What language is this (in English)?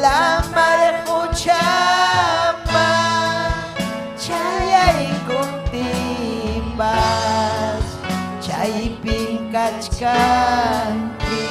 Ayacucho Quechua